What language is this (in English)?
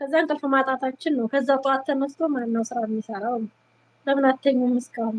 Amharic